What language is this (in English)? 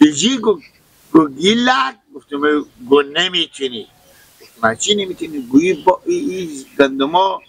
Persian